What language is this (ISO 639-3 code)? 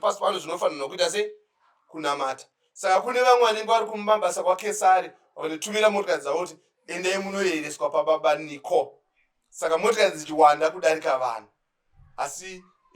sna